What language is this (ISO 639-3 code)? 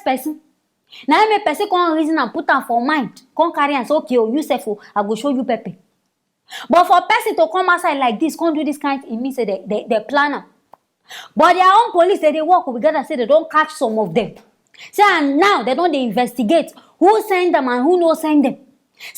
pcm